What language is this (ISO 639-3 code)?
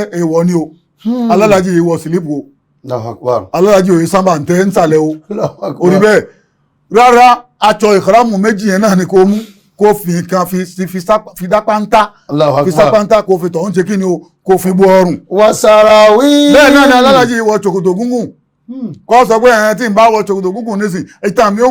yor